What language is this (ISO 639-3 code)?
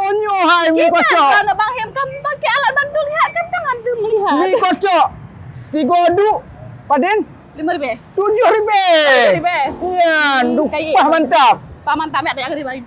ace